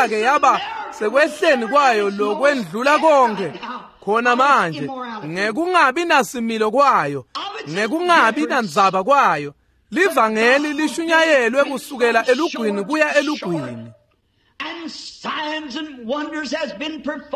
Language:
Swati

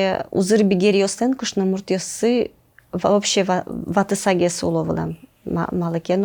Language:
Udmurt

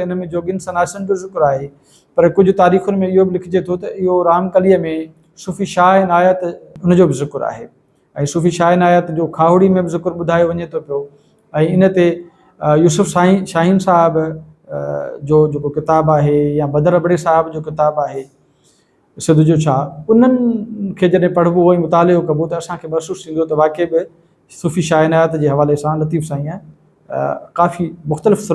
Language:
Sindhi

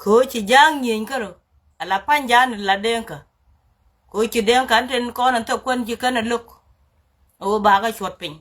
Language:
Nuer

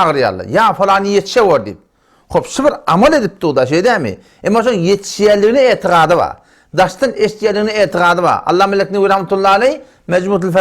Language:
Turkmen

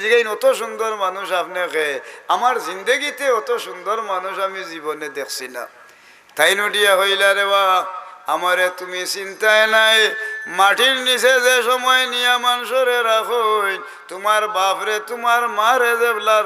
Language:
Sylheti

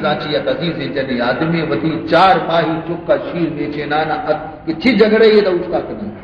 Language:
Baluchi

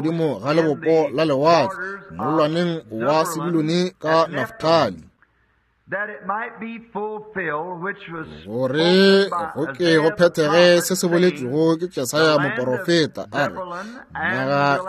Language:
Northern Sotho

